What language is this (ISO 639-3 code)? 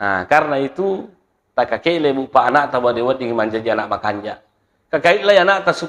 bug